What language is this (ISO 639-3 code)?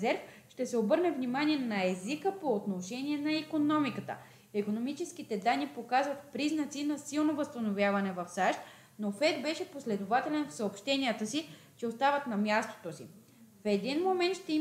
bul